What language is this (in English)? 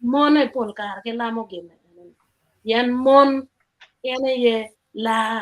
Acoli